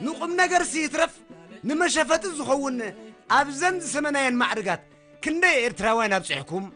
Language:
Tigrinya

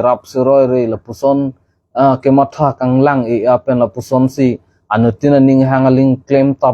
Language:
Karbi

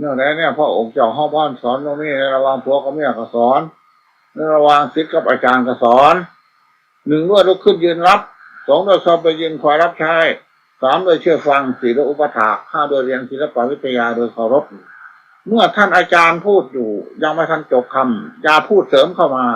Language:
Northeastern Thai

